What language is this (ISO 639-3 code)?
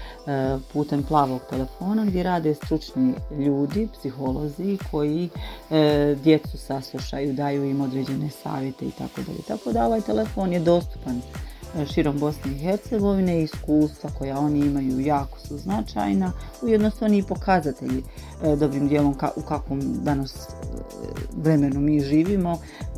bos